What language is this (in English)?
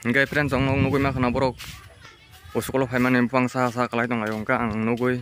Kok Borok